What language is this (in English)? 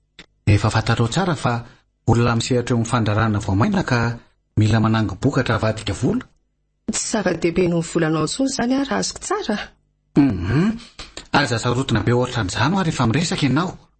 Malagasy